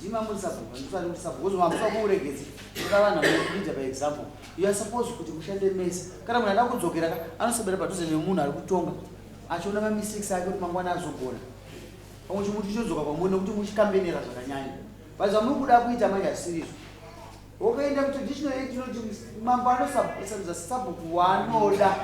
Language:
Shona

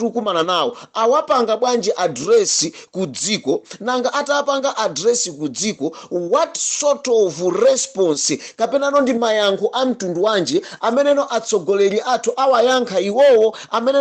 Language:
Nyanja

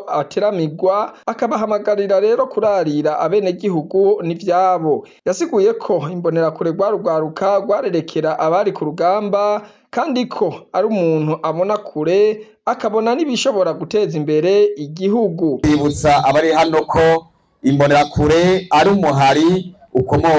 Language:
Rundi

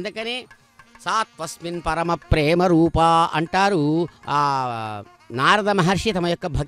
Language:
Telugu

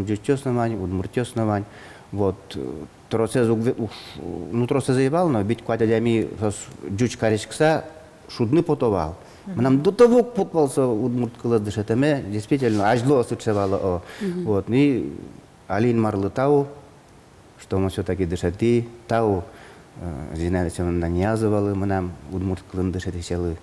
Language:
Udmurt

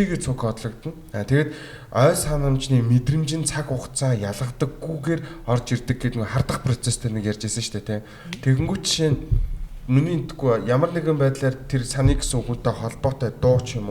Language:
Mongolian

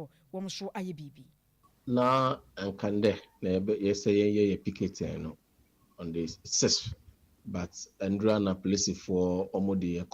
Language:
Akan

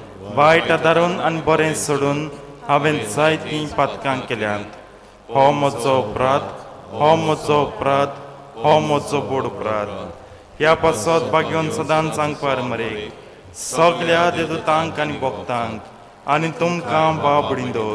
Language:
Konkani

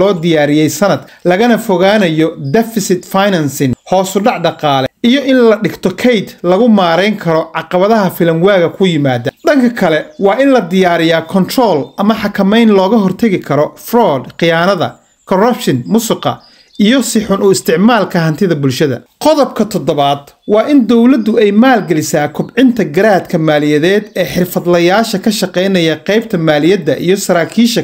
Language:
Somali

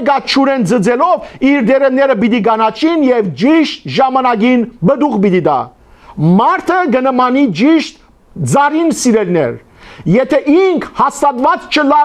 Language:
Western Armenian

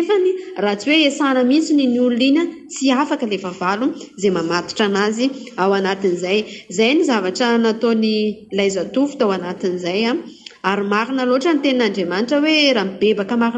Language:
Malagasy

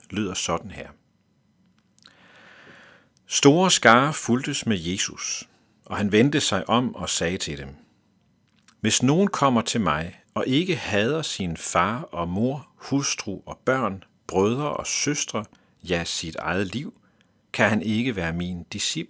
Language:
Danish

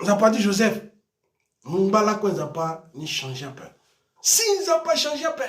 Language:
Sango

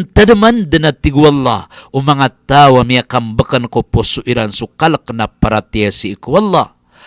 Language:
Maranao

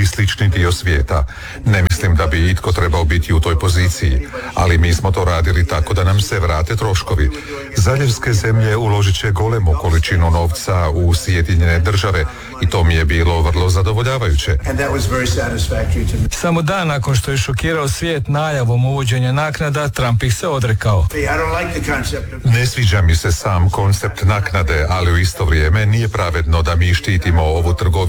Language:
Croatian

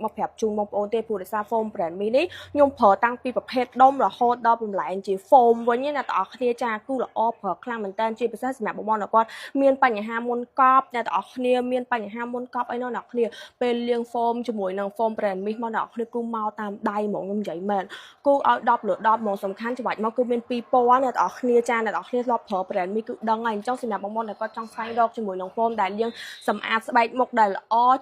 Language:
Khmer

